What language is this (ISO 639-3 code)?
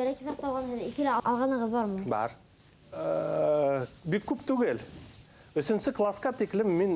bak